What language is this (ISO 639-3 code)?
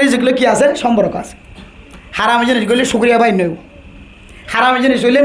rhg